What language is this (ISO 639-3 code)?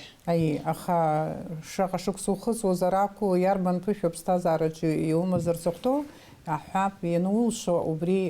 abk